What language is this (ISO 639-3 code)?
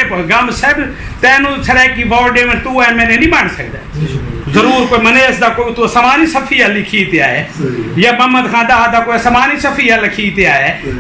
skr